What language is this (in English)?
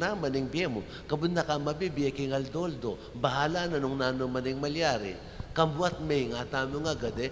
Pampanga